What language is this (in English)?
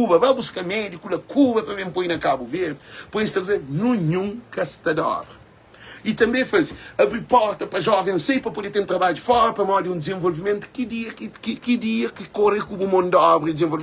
Kabuverdianu